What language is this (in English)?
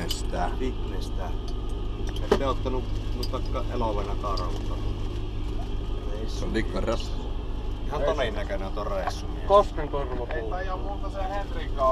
Finnish